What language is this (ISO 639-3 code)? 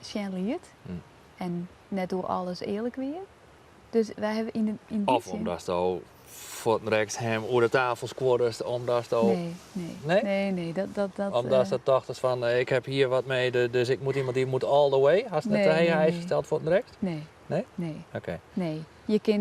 fry